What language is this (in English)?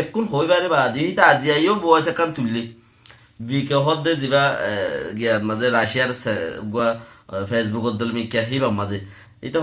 Rohingya